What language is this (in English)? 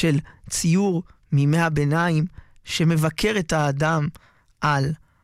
Hebrew